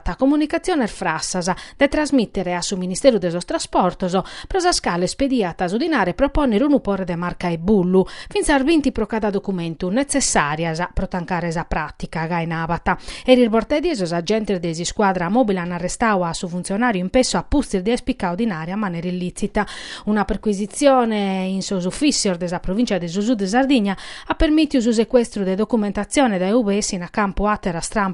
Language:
Sardinian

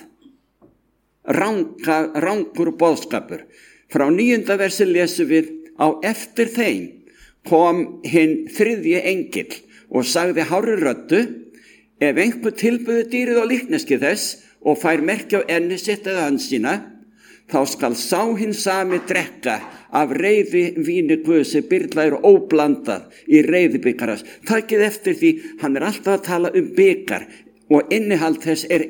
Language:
Icelandic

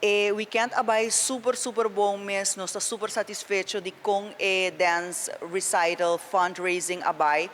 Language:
Papiamento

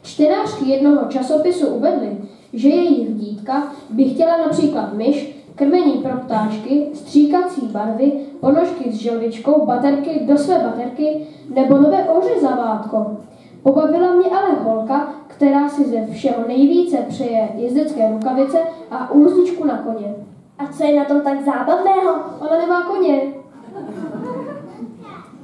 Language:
Czech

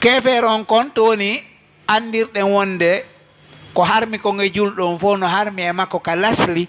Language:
Fula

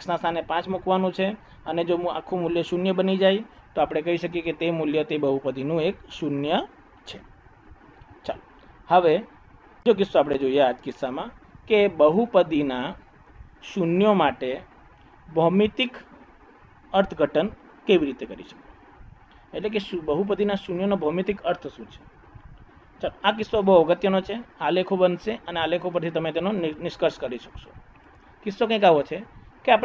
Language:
Gujarati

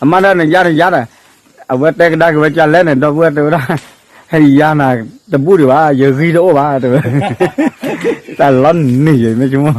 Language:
S'gaw Karen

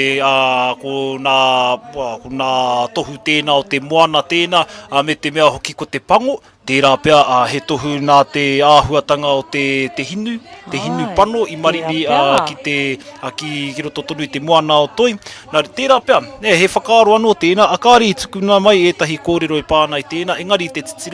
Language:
Māori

